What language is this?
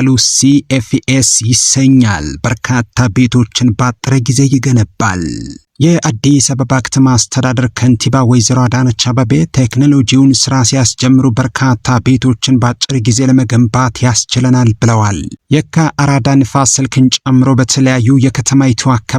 Amharic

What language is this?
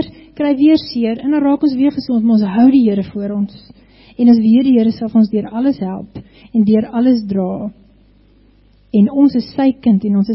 Afrikaans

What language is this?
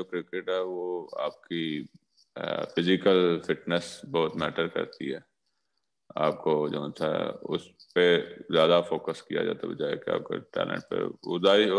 Urdu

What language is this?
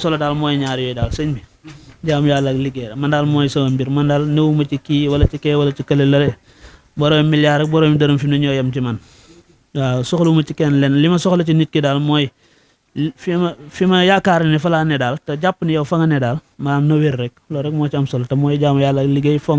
Wolof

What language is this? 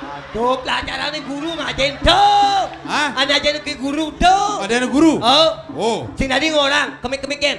Balinese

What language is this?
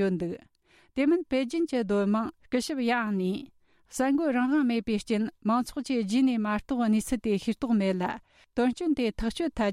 Tibetan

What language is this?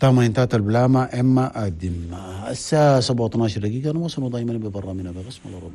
Chadian Arabic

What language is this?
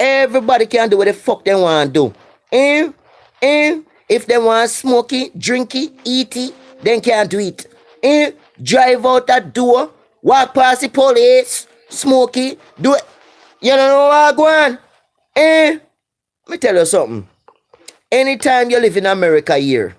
Jamaican Creole English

